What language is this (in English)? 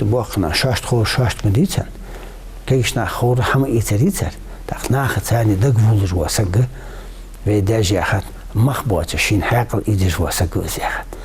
Ingush